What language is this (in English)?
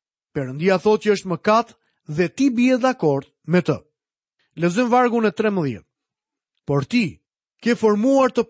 Albanian